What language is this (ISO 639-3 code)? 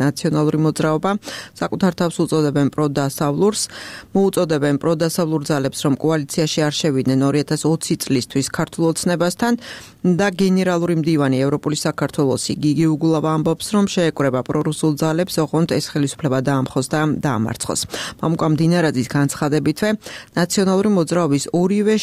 kat